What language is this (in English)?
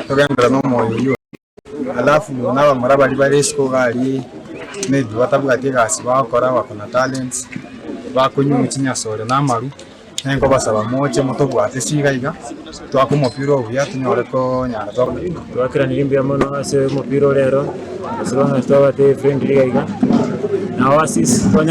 Gusii